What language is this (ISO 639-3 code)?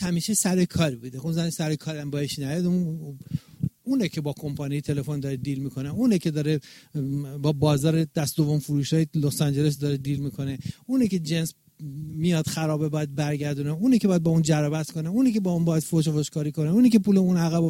fas